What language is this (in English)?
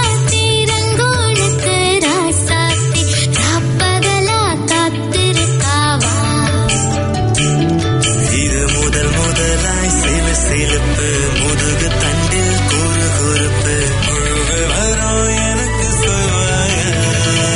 Tamil